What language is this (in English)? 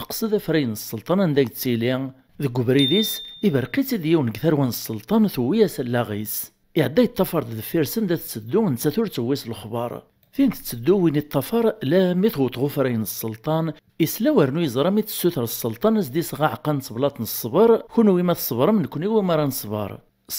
Kabyle